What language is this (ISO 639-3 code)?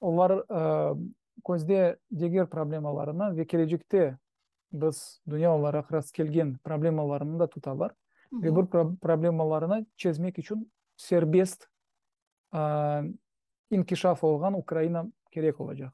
crh